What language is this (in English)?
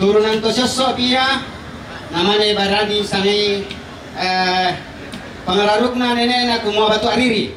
Toraja-Sa'dan